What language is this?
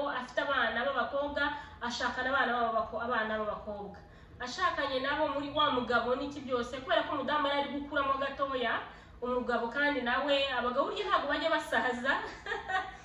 Kinyarwanda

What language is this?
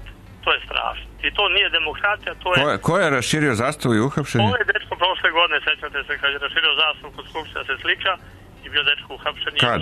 Serbian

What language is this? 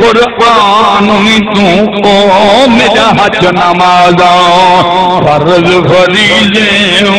Saraiki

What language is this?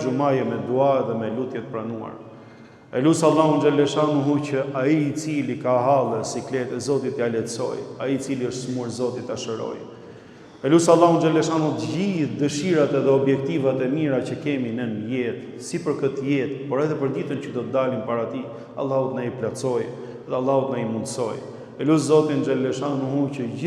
Albanian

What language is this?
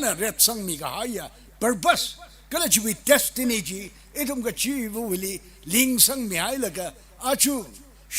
Tangkhul Naga (India)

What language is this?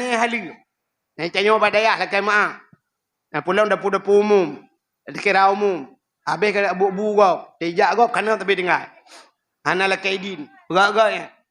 Achinese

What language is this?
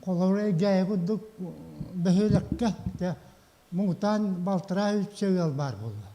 Yakut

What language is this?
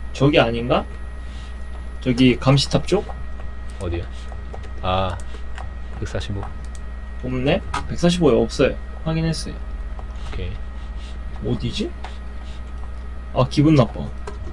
Korean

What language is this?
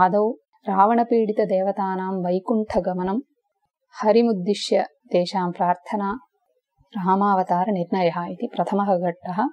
Sanskrit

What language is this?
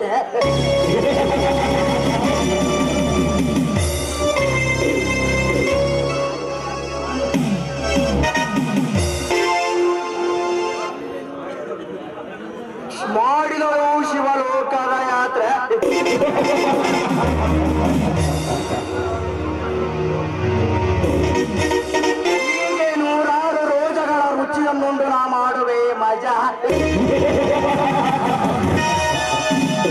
Kannada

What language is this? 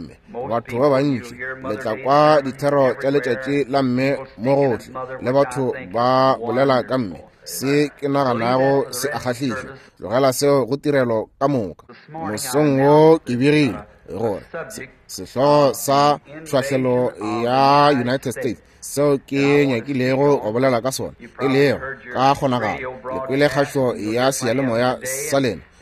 Northern Sotho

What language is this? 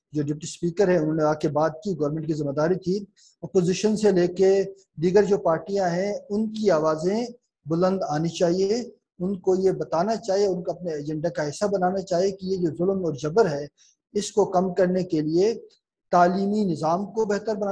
Urdu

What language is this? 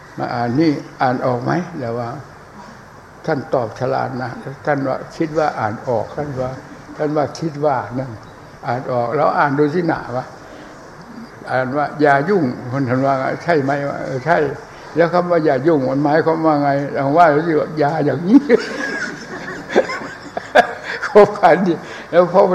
Thai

